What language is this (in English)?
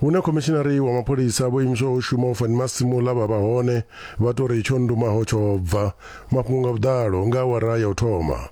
Venda